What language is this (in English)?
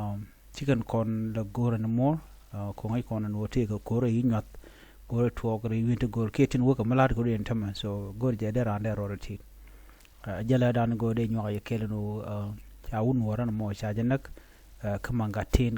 Nuer